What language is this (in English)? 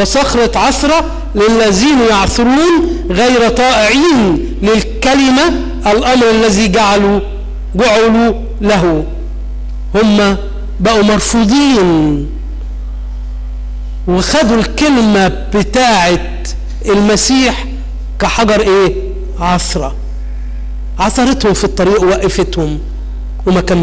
Egyptian Arabic